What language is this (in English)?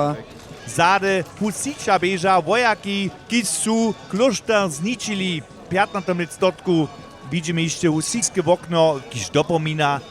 Upper Sorbian